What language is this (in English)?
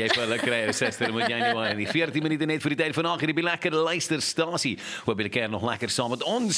Afrikaans